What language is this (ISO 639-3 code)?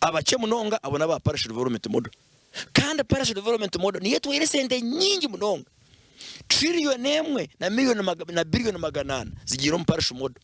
nyn